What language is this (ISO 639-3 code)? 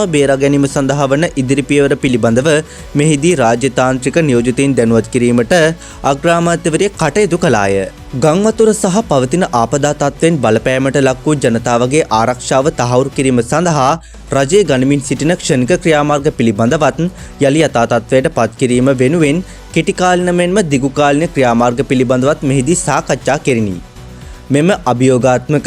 sin